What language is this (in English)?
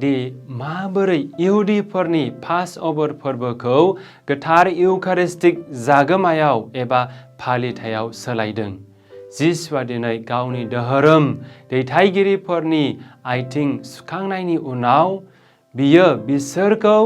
Bodo